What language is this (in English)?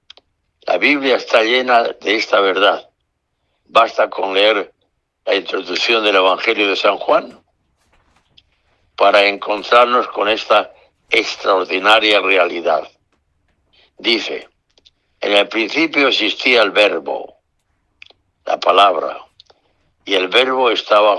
Spanish